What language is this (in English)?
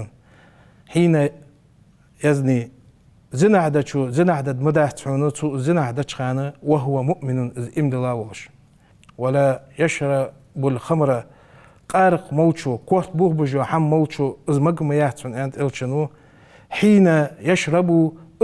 Ingush